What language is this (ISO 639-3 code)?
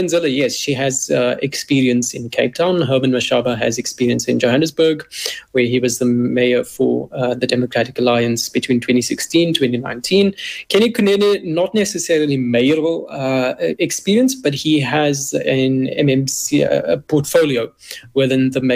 eng